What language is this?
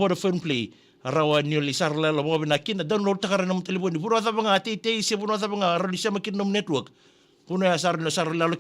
Fijian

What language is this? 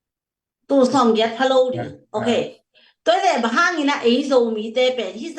Tedim Chin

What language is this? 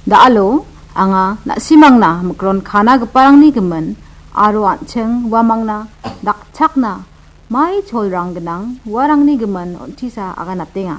Garo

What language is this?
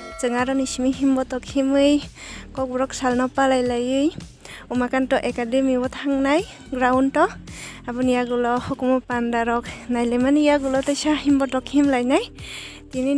Kok Borok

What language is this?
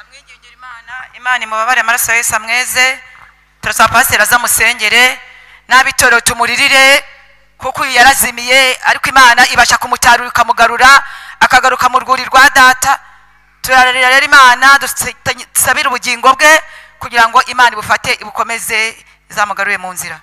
Kinyarwanda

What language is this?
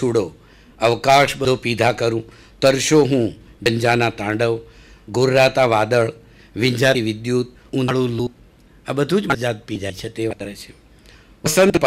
Gujarati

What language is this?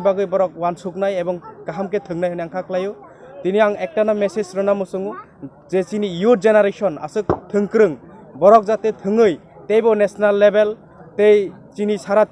Kok Borok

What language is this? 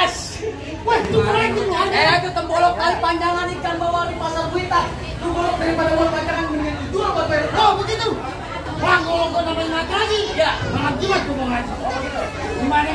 Betawi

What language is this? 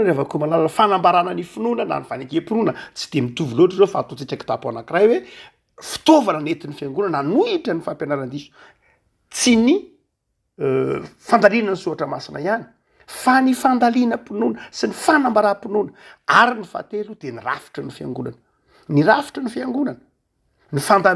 Malagasy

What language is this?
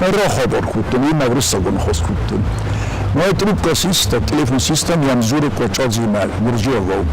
Ossetic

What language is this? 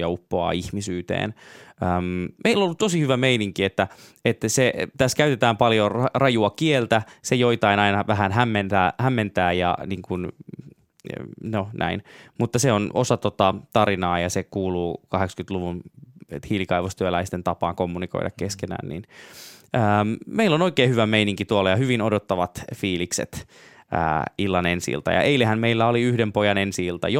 Finnish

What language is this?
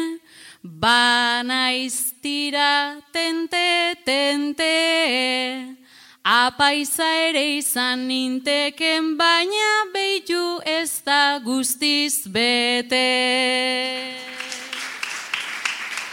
Basque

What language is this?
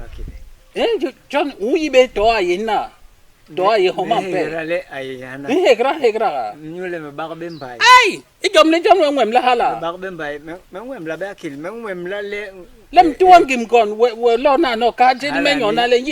Basaa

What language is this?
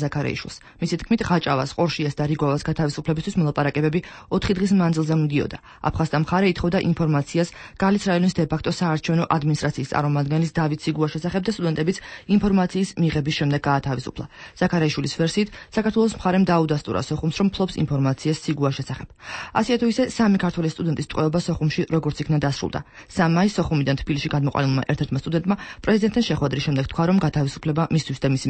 Georgian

